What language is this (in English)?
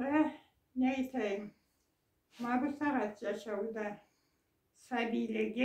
Karachay-Balkar